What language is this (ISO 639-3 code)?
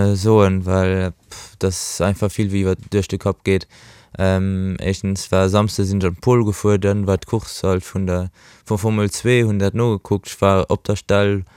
ltz